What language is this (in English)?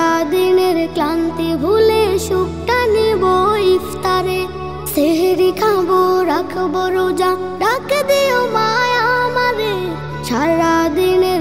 Bangla